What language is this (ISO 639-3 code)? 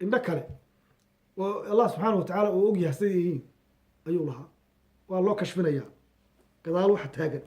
som